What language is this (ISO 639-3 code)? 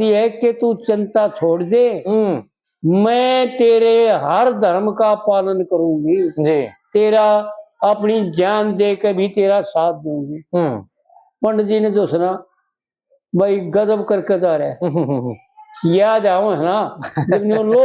bgc